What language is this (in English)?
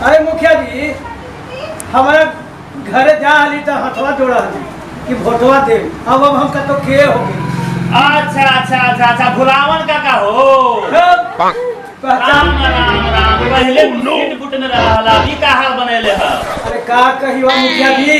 Magahi